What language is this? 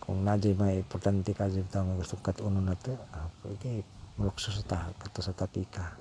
Cebuano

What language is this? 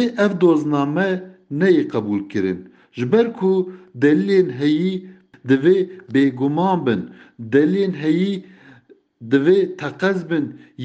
Kurdish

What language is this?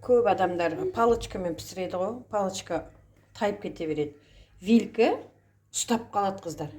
Kazakh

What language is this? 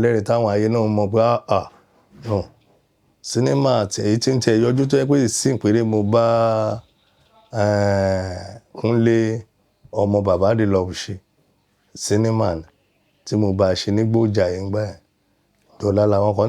Yoruba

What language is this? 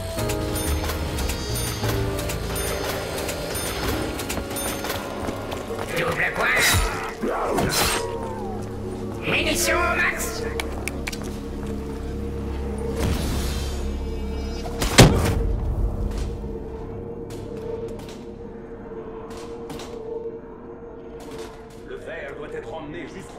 French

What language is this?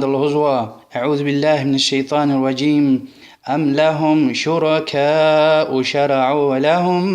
Lezghian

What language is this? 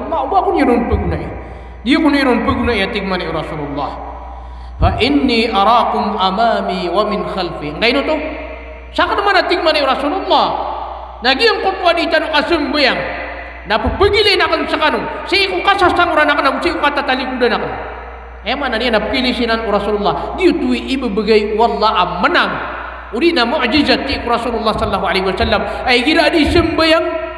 Maranao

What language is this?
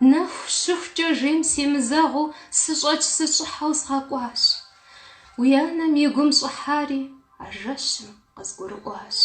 Kabardian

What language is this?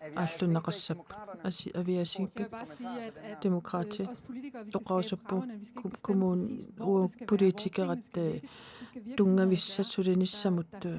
Kalaallisut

